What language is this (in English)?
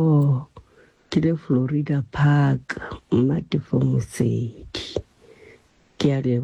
Southern Sotho